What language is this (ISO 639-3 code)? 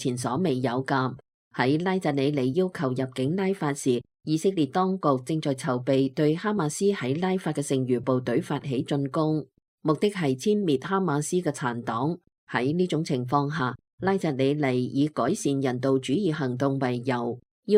yue